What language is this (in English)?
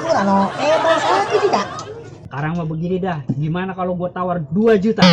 Betawi